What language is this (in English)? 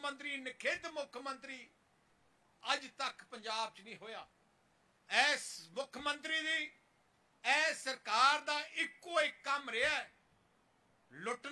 Punjabi